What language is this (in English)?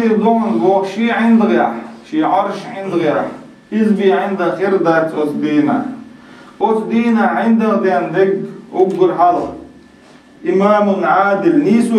Chechen